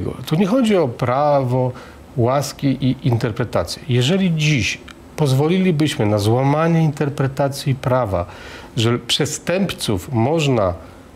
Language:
Polish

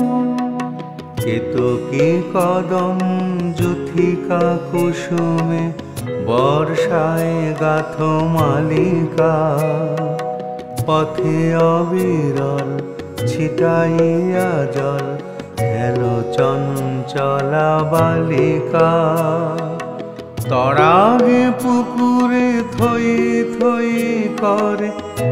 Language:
Bangla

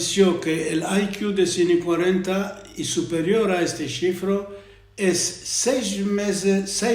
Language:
Ladino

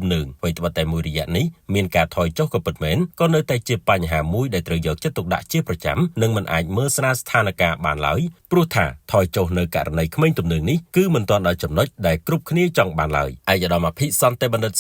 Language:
Khmer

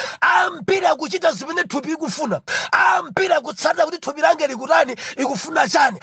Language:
Nyanja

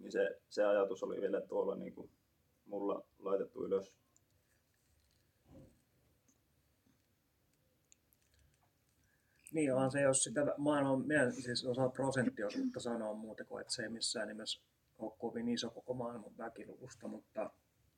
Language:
Finnish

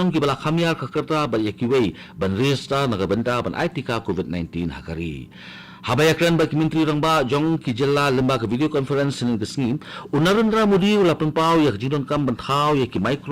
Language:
Khasi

